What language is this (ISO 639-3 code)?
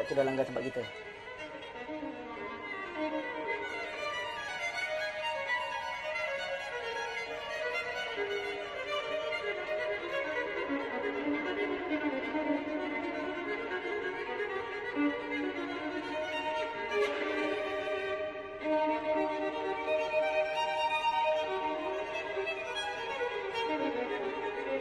msa